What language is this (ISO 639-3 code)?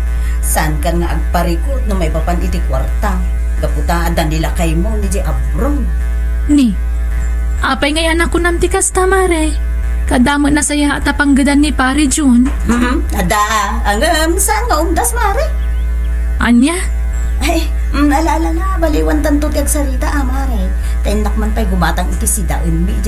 ilo